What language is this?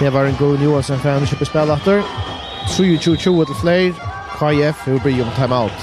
Faroese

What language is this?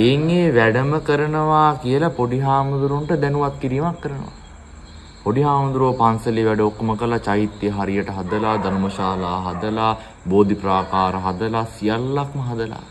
Sinhala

